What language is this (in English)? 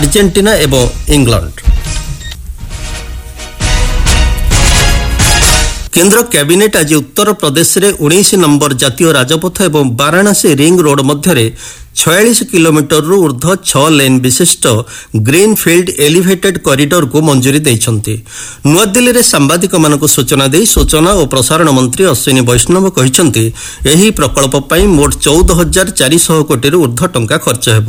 Odia